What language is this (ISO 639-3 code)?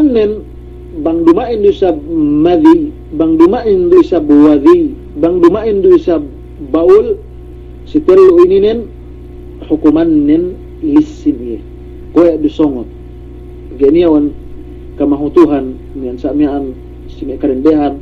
yka